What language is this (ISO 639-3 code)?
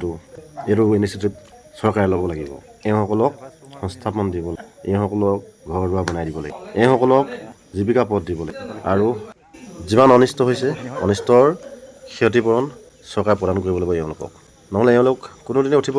asm